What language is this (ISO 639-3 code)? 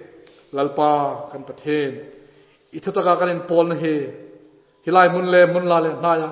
hmr